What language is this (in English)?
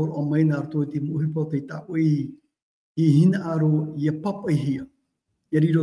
Tahitian